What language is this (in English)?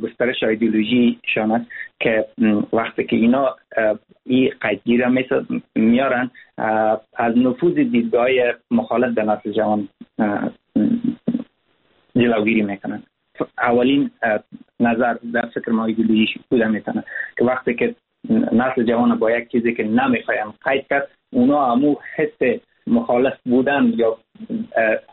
Persian